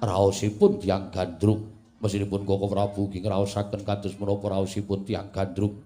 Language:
Javanese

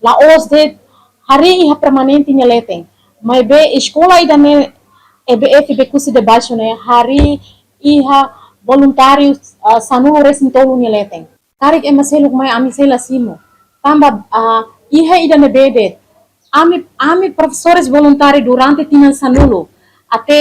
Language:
Tetum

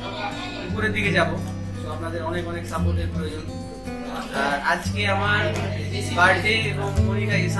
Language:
Bangla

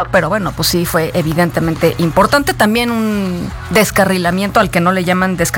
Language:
Spanish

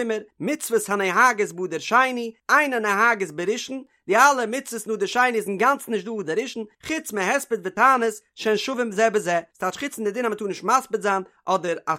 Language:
Yiddish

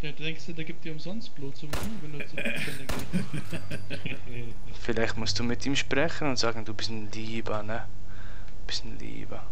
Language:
Swiss German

